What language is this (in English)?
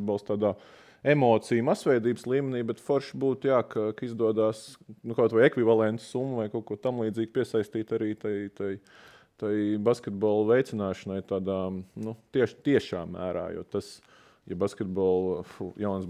Latvian